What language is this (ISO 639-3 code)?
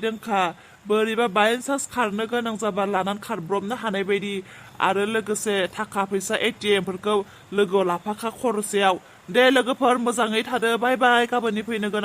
brx